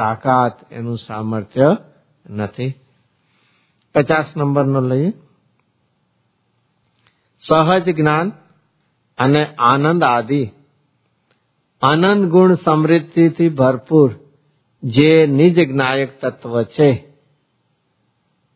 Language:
Gujarati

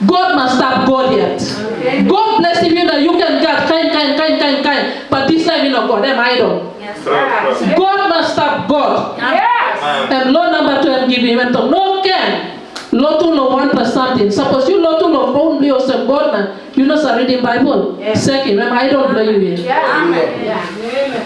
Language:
Tok Pisin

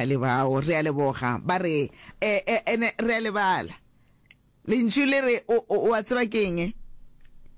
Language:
Northern Sotho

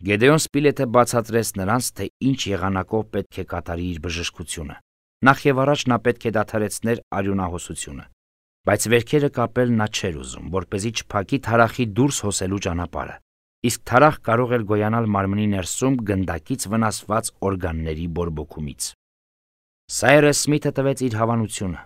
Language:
Armenian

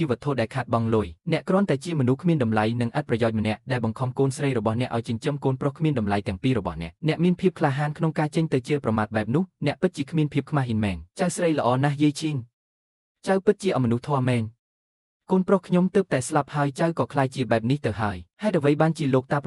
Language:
Khmer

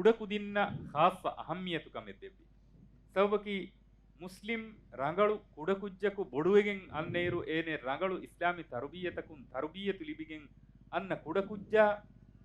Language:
Divehi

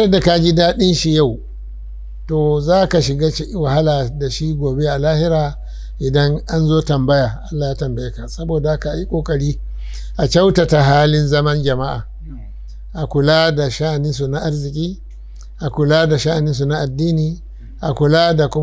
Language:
Hausa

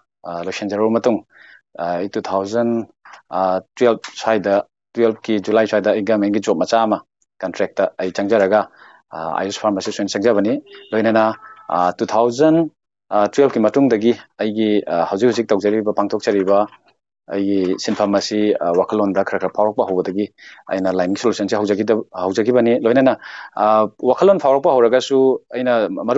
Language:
Manipuri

